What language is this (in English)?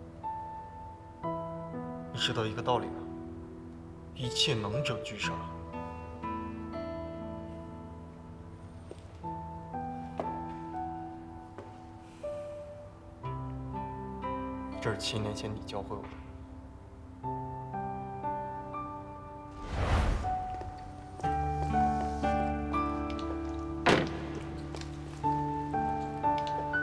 Chinese